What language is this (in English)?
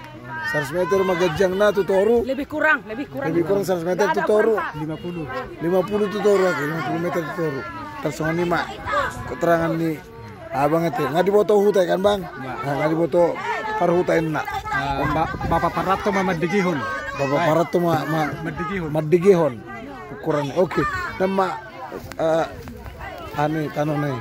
Batak Toba